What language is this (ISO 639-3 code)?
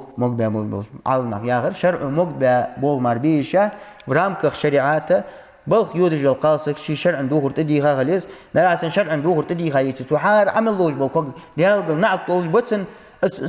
inh